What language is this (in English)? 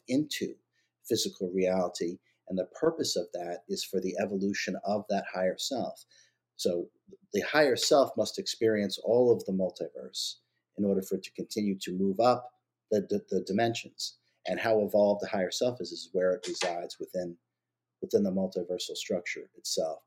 English